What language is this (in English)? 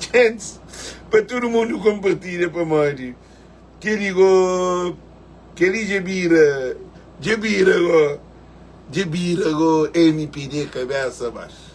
Kabuverdianu